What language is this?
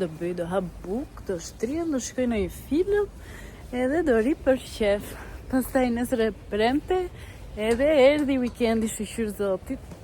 Albanian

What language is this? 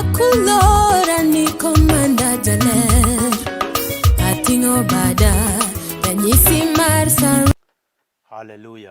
Luo (Kenya and Tanzania)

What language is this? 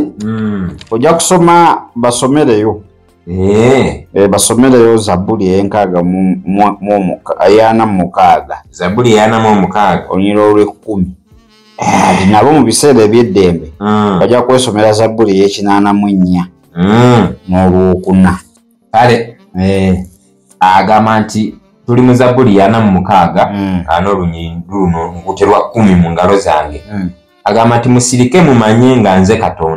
Ganda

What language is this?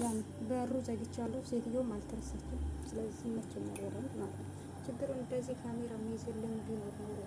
Amharic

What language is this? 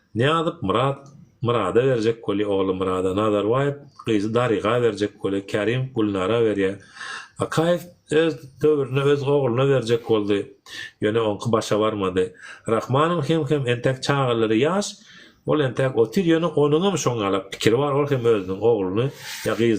Turkmen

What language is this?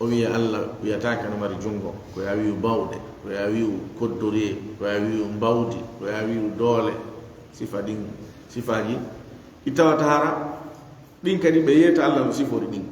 Fula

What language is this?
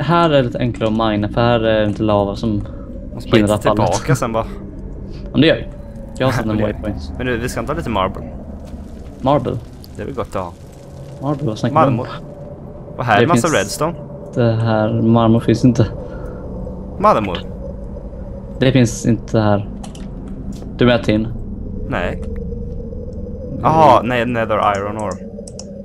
Swedish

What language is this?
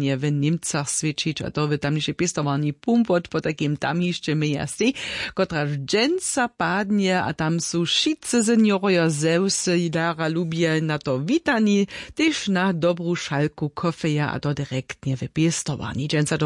Upper Sorbian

